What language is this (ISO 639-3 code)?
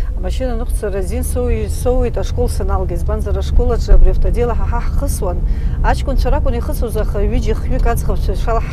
abk